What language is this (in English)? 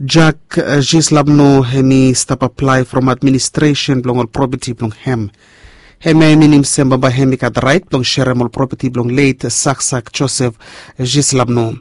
Bislama